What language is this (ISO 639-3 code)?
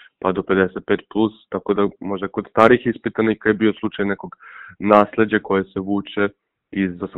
srp